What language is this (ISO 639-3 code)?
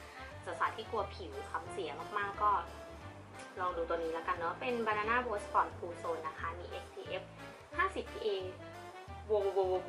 tha